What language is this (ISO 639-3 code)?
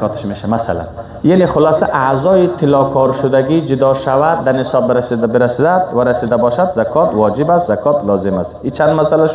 fas